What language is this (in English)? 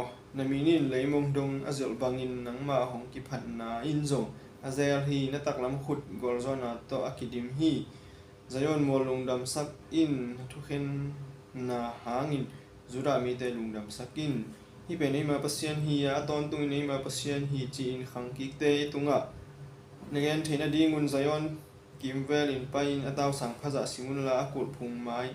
Tedim Chin